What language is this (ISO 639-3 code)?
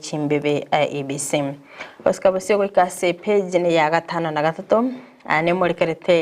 guz